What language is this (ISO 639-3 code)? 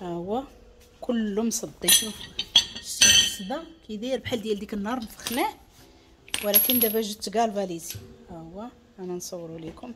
ary